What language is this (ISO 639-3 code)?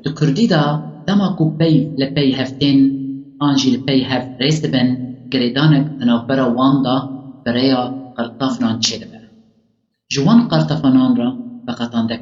kur